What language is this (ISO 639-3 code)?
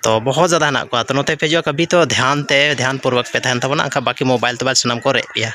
sat